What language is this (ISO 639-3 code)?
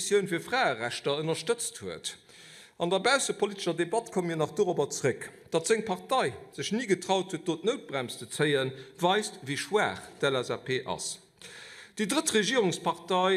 ltz